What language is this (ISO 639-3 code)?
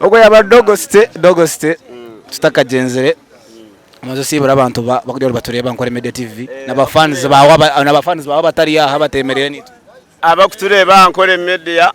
nyn